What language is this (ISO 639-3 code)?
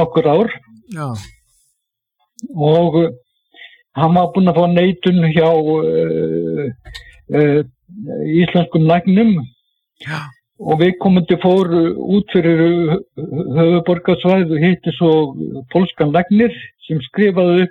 isl